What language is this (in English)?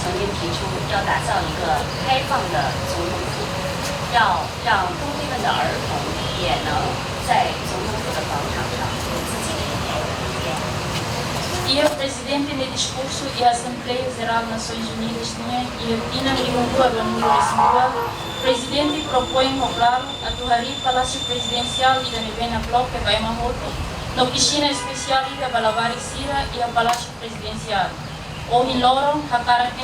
Tetum